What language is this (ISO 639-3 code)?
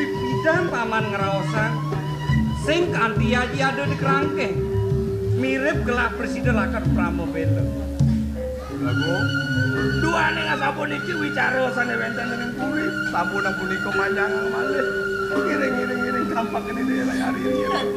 ban